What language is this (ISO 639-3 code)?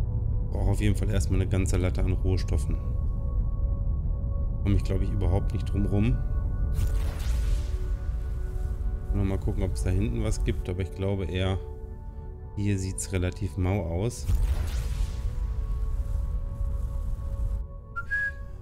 deu